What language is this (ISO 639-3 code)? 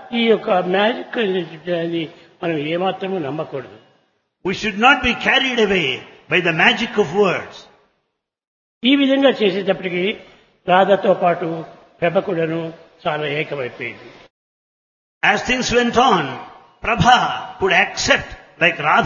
tel